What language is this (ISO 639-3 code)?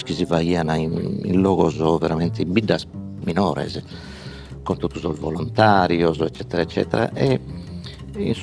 srd